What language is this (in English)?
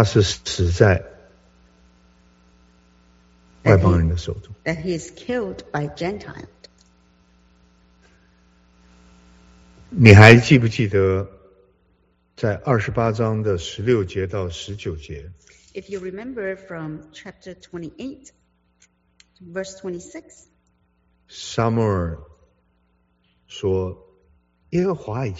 Chinese